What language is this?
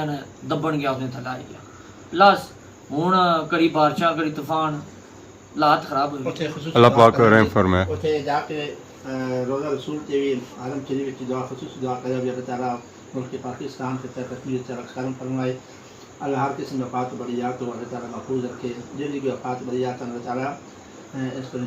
Pahari-Potwari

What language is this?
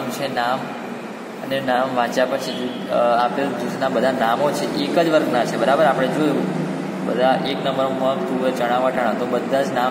Gujarati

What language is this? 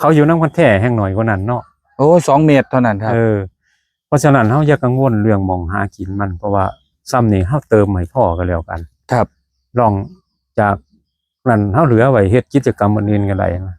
Northeastern Thai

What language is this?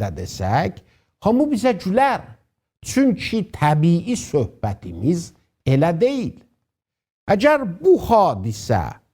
South Azerbaijani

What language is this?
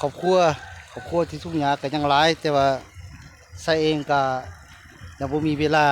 Lao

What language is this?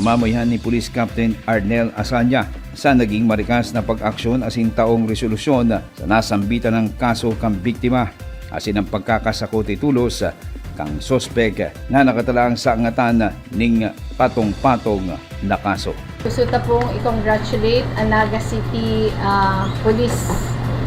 Bikol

